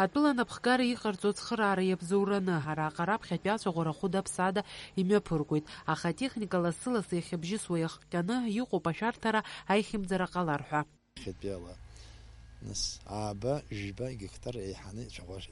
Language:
Abkhazian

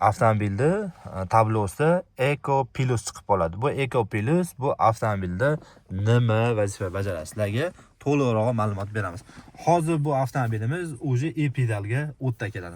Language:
Uzbek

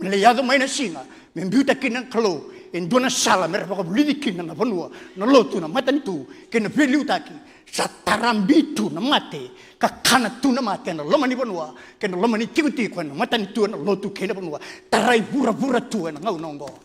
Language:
Fijian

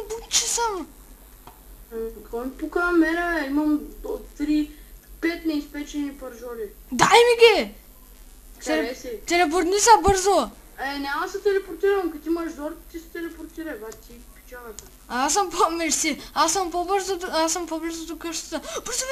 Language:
Bulgarian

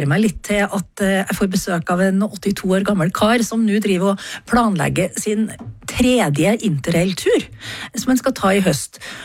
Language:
Norwegian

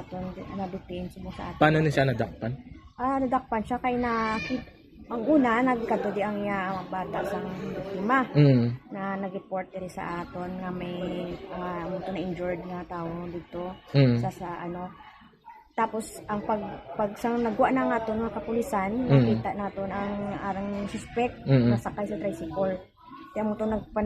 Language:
Hiligaynon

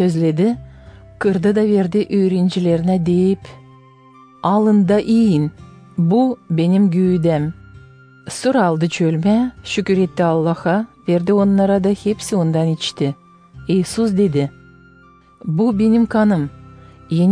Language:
Gagauz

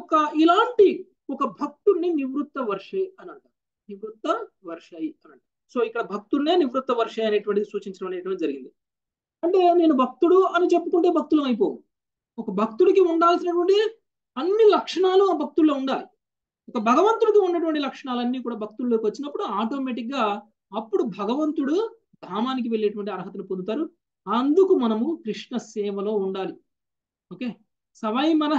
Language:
Telugu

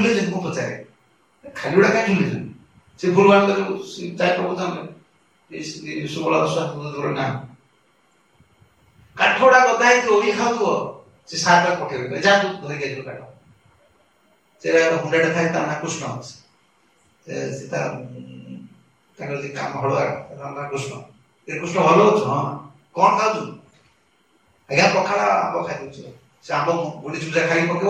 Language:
Odia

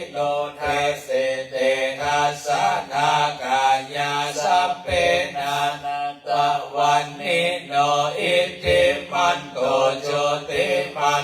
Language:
Pali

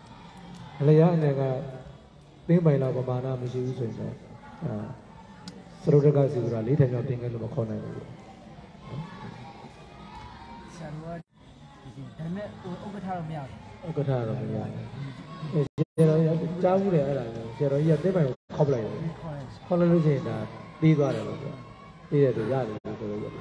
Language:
Burmese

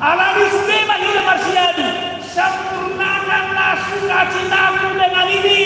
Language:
Batak Toba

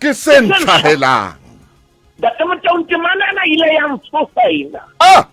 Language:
Southern Sotho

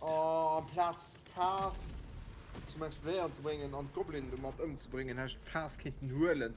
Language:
Luxembourgish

